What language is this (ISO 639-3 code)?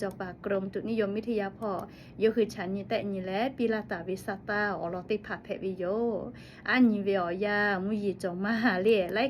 lhu